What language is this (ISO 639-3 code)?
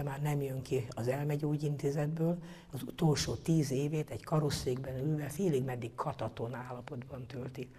hun